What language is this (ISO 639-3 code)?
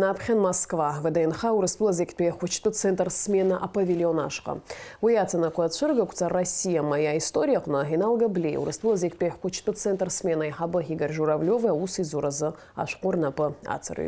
abk